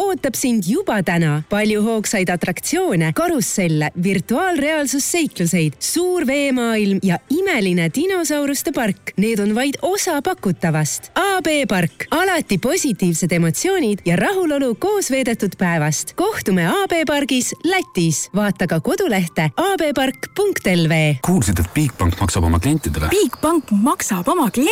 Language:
Estonian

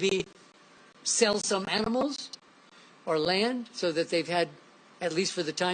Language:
Luo (Kenya and Tanzania)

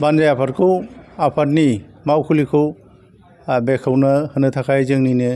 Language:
Bodo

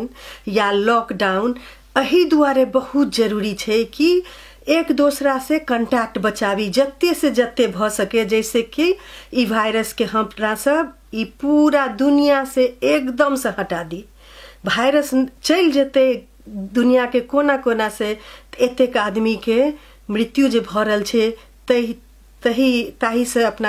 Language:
Maithili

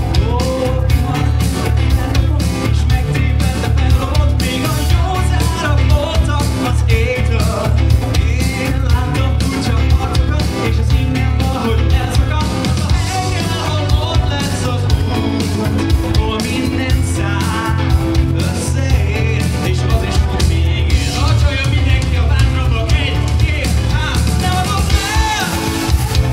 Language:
Hungarian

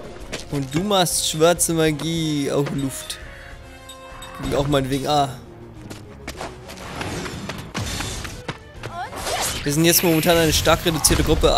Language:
German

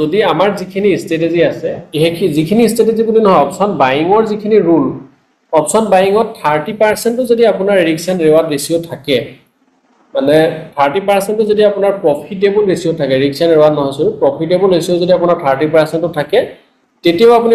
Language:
Assamese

